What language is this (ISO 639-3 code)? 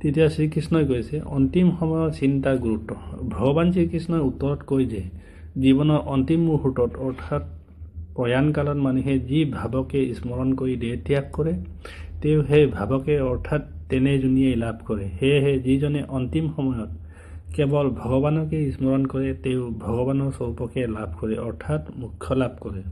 asm